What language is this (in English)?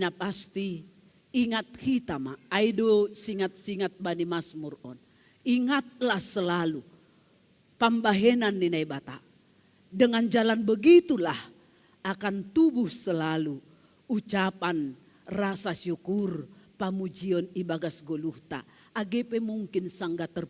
Batak Simalungun